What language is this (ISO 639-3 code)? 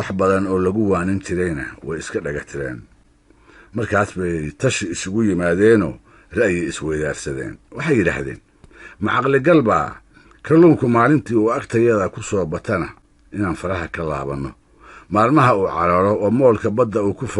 som